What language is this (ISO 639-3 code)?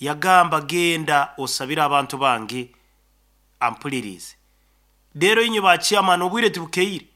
nyo